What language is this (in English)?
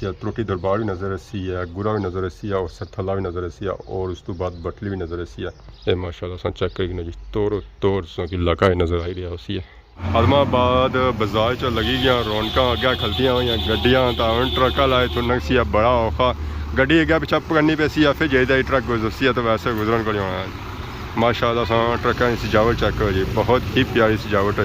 Pahari-Potwari